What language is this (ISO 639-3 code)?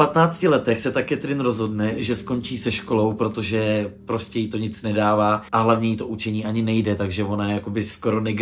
ces